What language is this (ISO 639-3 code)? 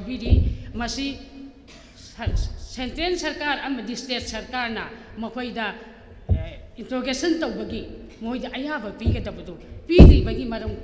mni